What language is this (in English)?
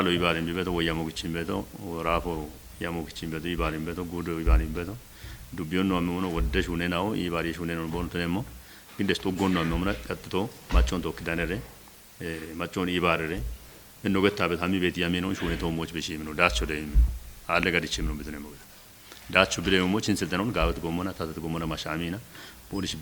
Kafa